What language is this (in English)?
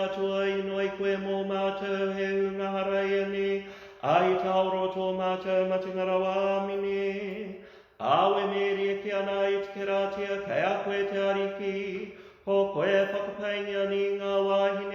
Māori